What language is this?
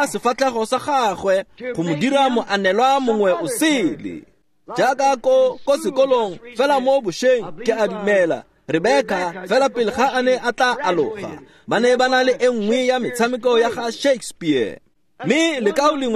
Tswana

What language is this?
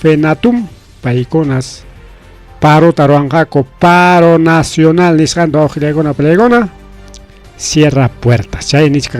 Ayacucho Quechua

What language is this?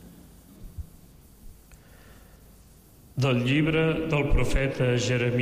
Catalan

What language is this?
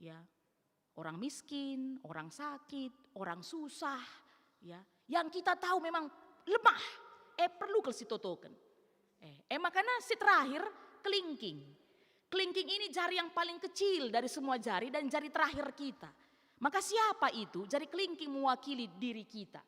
Batak Karo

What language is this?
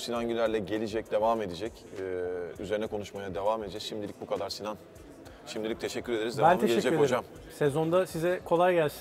Turkish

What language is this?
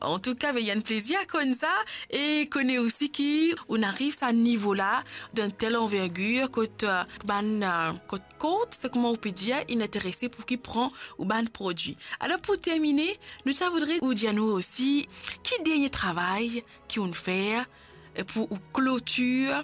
Morisyen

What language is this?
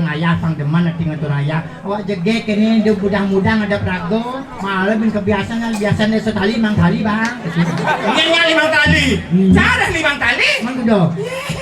Balinese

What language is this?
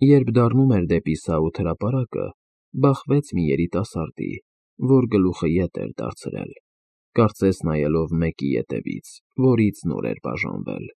Armenian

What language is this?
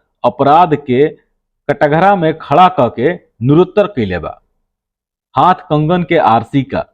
Bhojpuri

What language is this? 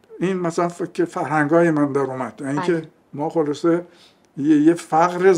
Persian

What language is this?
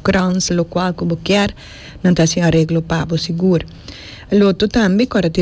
Papiamento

